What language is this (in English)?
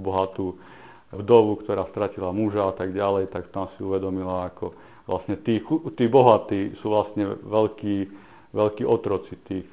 Slovak